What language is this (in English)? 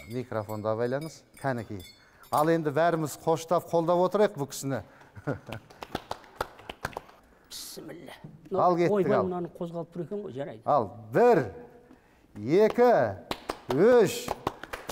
Kazakh